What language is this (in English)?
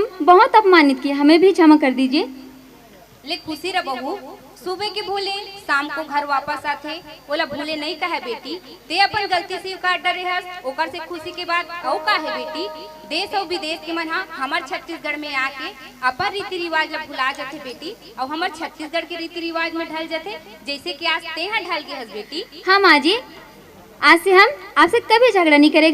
Chhattisgarhi